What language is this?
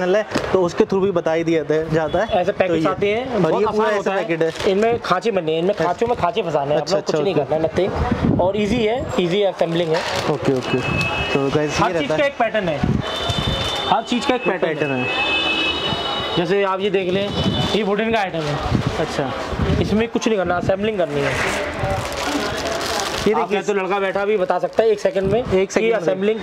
Hindi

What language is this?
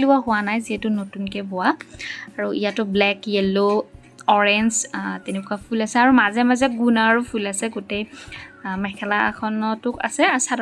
Assamese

